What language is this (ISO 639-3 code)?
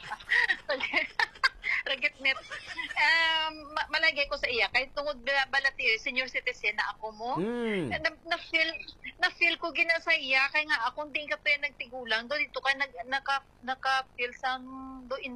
hil